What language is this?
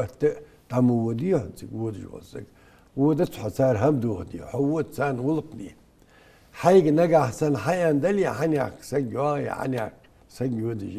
Ingush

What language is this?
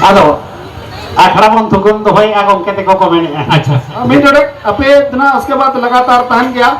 Santali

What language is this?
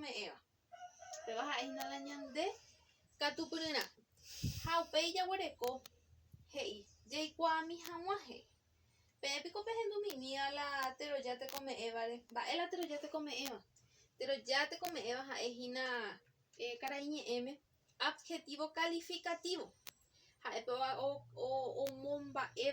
Guarani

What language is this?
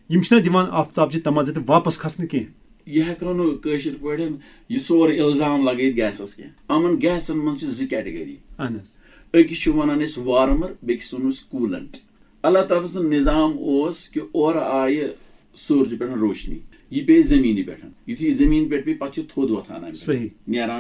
Kashmiri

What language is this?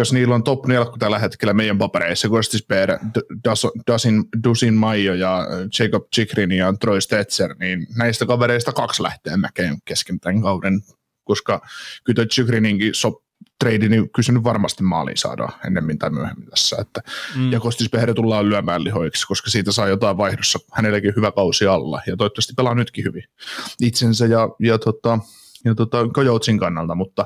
Finnish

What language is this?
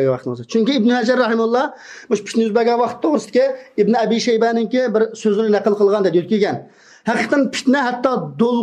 Uyghur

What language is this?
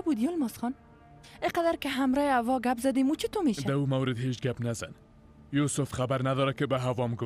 Persian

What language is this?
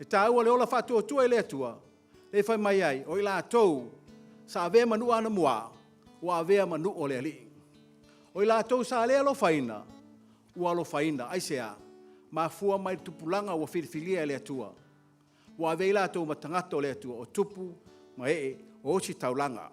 Samoan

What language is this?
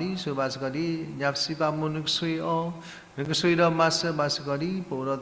S'gaw Karen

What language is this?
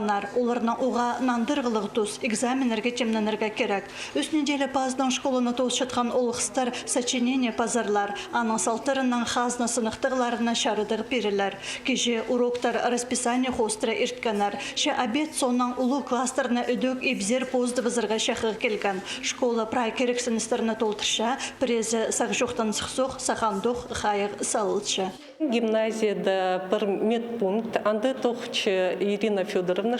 Khakas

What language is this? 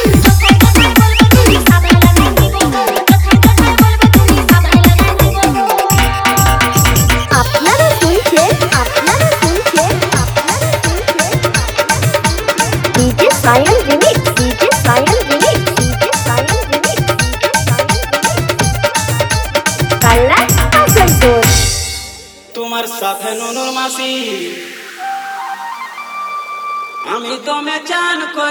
Bangla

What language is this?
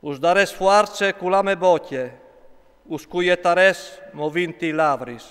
Friulian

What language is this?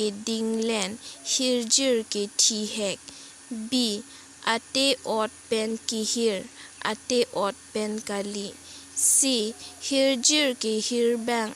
Karbi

